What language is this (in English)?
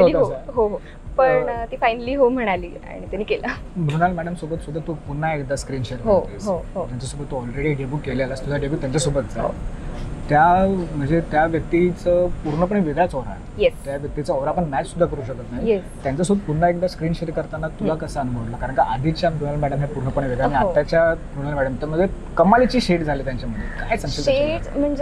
Marathi